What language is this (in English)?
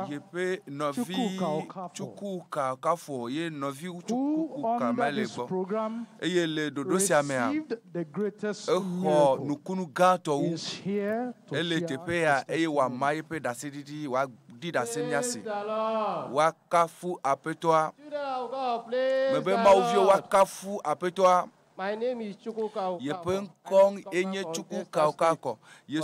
Ewe